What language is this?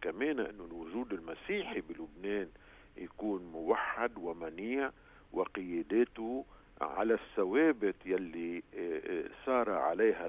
North Levantine Arabic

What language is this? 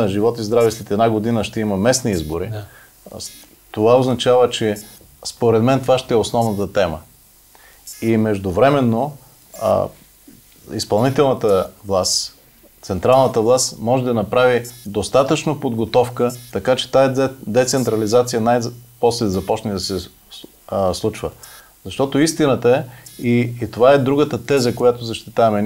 Bulgarian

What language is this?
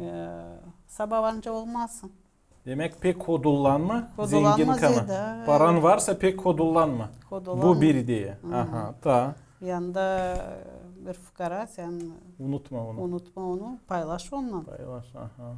Gagauz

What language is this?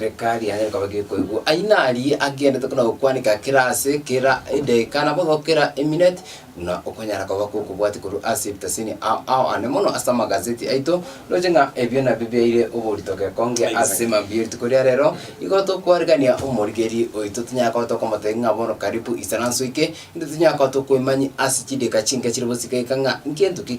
Gusii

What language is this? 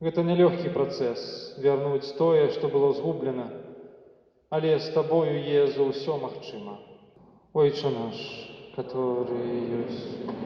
Belarusian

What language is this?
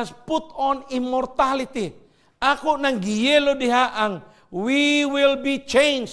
Cebuano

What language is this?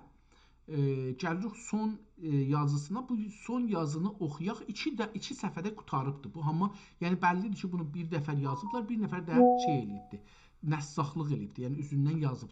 South Azerbaijani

